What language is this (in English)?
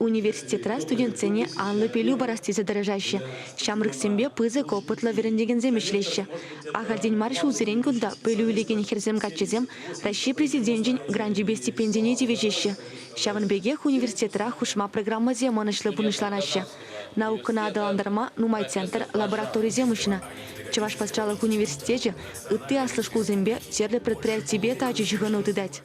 Chuvash